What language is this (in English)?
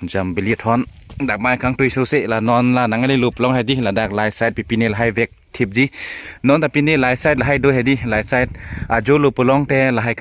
Karbi